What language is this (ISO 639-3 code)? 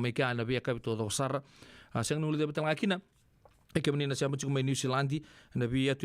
fij